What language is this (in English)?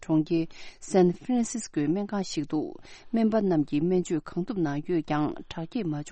Tibetan